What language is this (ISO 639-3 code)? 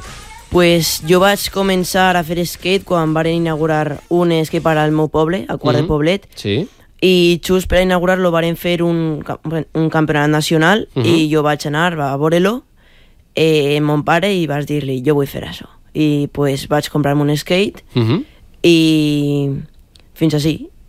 cat